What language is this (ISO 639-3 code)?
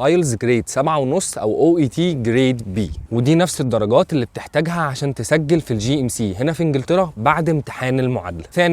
arz